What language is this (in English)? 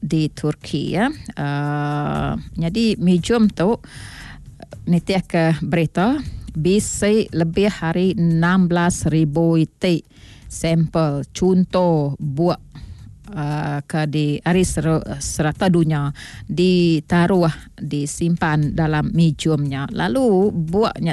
Malay